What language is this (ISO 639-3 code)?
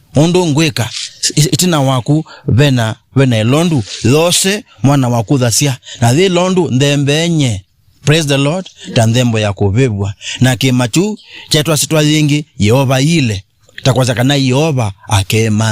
kam